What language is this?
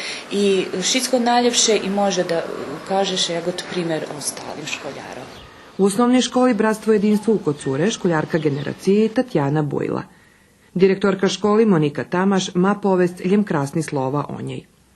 Rusyn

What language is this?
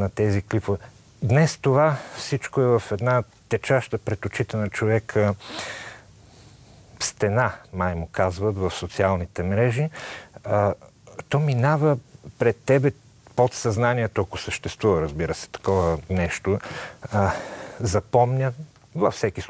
Bulgarian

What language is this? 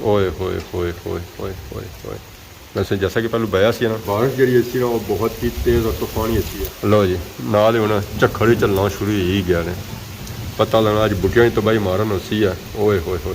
Pahari-Potwari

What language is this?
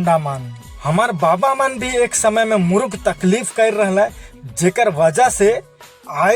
Sadri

